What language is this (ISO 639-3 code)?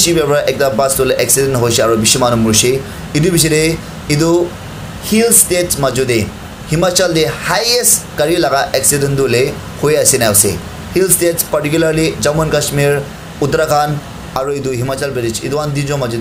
nag